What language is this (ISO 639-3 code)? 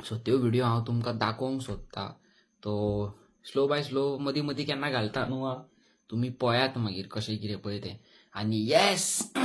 kok